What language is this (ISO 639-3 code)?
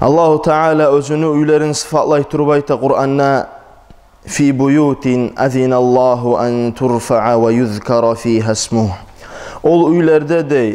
kum